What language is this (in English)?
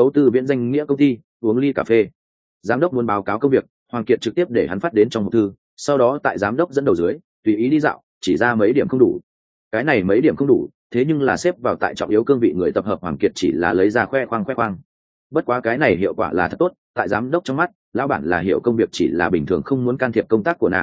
Vietnamese